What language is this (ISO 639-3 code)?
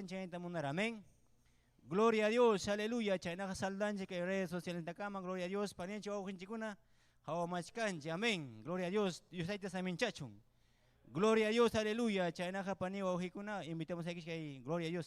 quy